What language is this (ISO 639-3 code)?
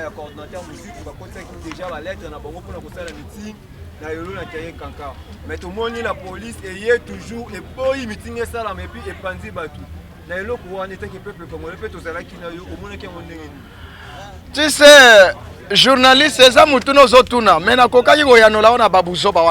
lin